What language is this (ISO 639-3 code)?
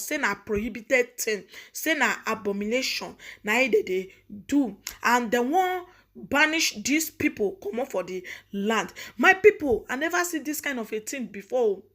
pcm